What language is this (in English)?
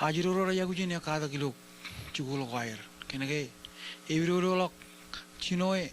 Marshallese